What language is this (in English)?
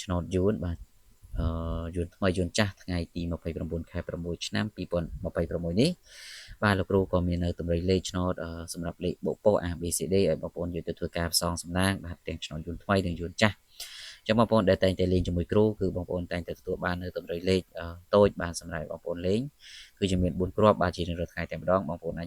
Khmer